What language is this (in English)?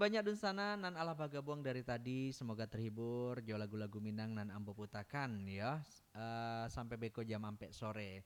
Minangkabau